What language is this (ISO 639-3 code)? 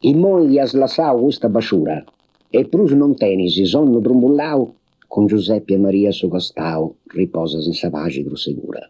srd